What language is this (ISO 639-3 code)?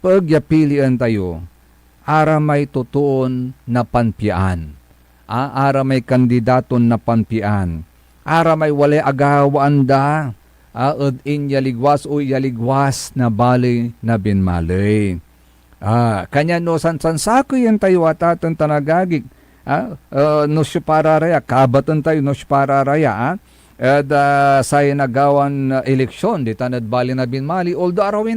pag